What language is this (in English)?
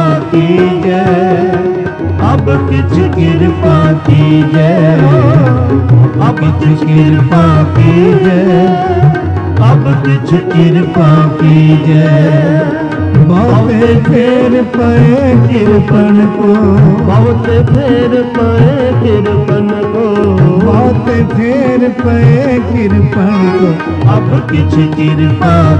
Punjabi